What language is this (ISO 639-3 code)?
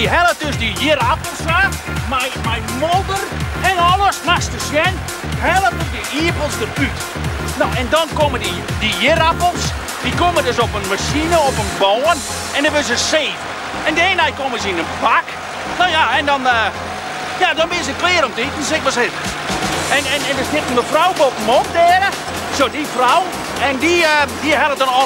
fry